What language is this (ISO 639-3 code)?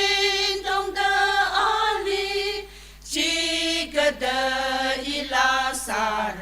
nmf